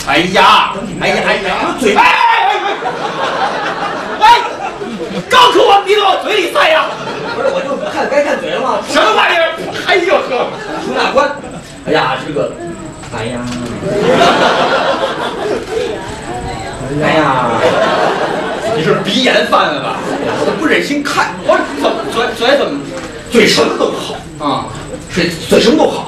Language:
Chinese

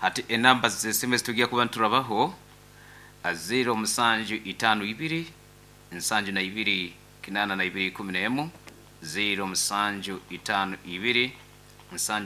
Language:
Nyoro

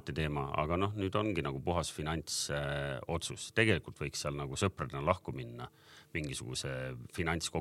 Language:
Estonian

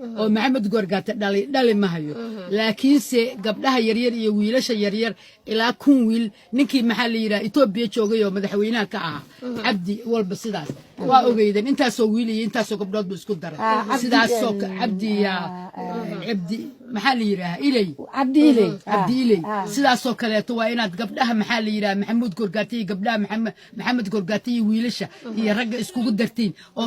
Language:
Somali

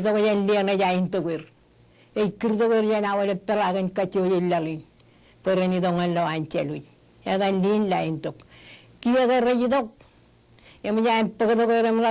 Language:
Marshallese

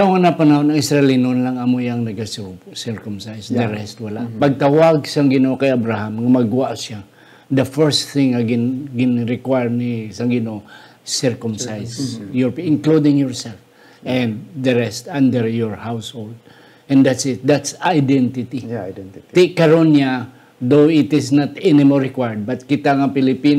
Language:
Hiligaynon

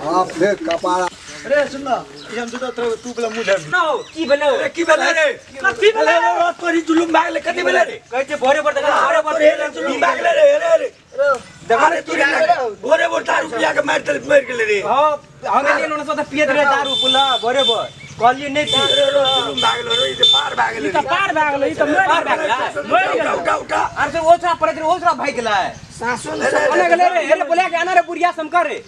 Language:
Maithili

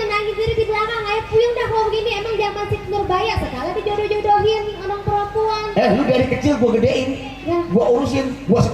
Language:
Betawi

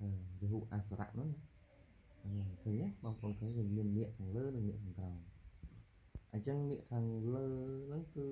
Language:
Khmer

